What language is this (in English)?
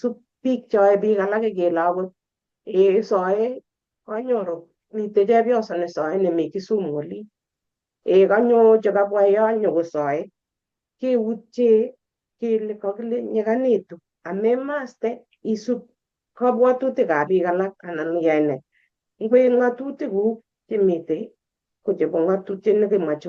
Kalenjin